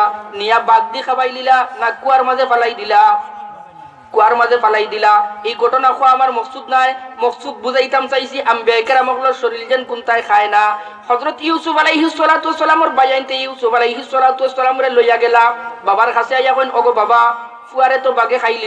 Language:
Sylheti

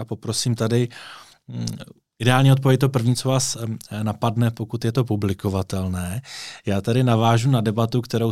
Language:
Czech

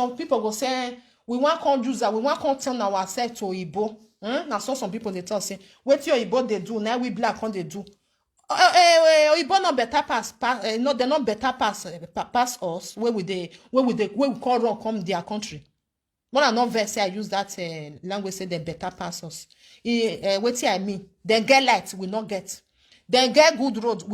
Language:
Nigerian Pidgin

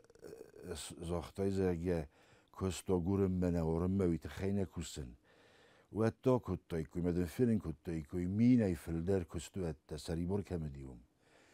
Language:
Ossetic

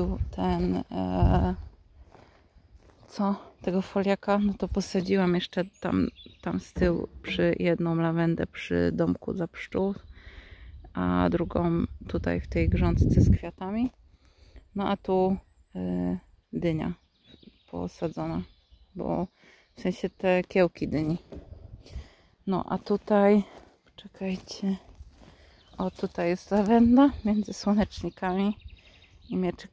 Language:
Polish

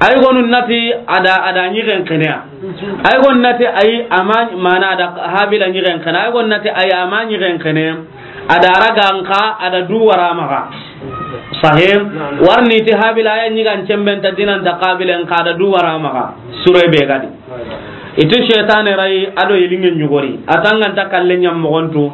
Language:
Soninke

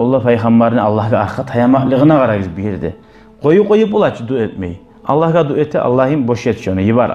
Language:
Kumyk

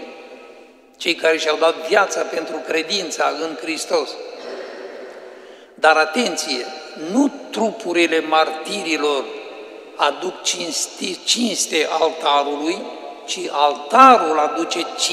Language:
Romanian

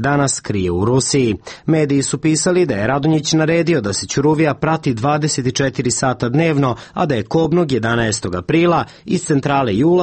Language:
Serbian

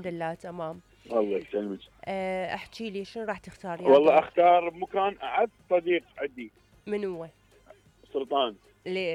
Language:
Mesopotamian Arabic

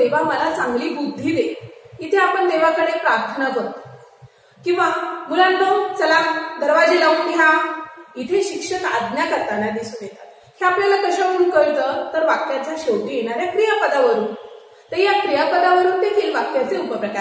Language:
Marathi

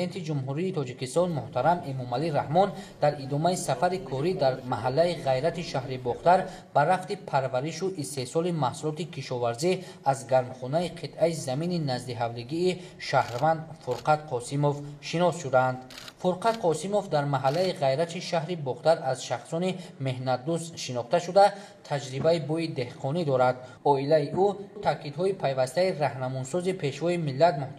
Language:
Tajik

